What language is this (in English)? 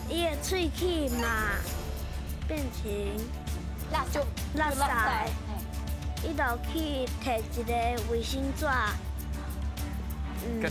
Min Nan Chinese